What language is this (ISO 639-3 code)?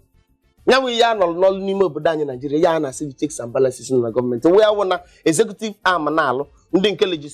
ibo